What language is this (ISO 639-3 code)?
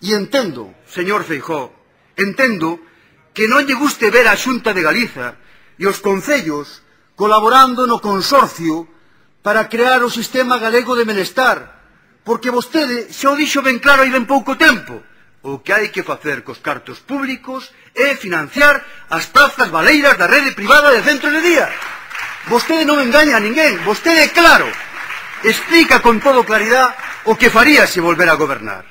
glg